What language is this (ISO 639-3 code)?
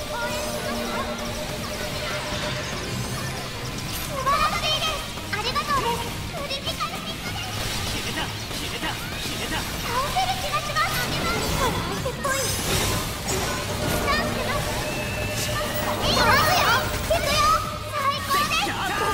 jpn